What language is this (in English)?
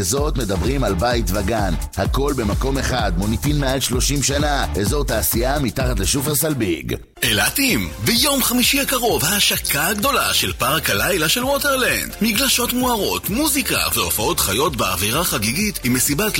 Hebrew